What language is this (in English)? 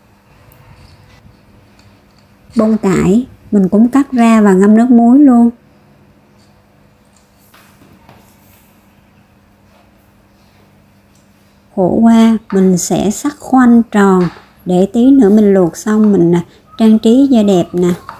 Vietnamese